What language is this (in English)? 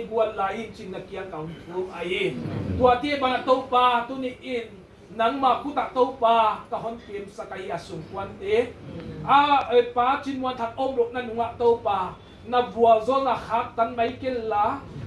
Tedim Chin